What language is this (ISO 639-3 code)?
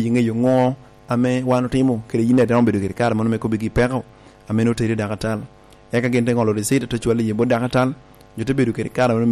laj